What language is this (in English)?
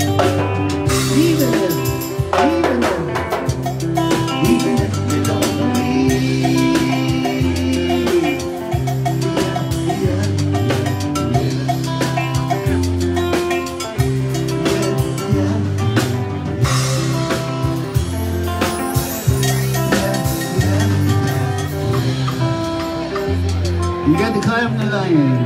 English